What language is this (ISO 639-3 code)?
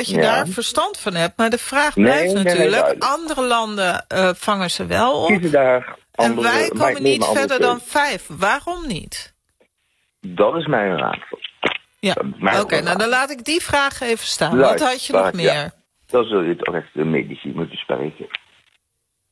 nld